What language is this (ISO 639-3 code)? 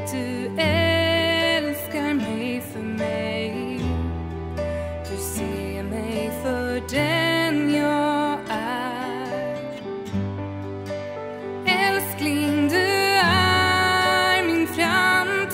swe